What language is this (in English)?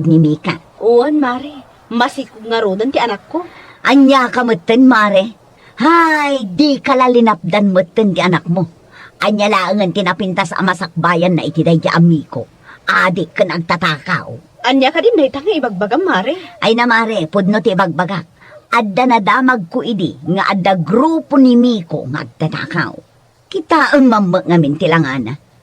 Iloko